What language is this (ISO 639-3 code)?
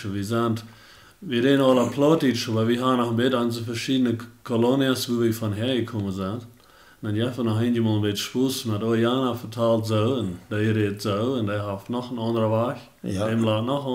pdt